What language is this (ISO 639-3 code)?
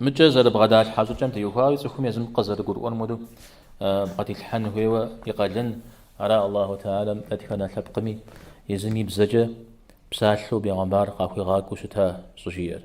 kbd